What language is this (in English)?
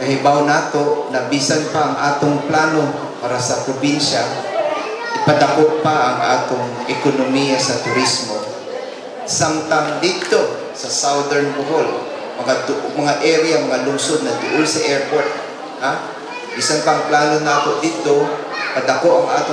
Cebuano